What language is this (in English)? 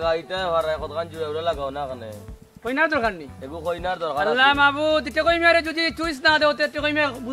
Sylheti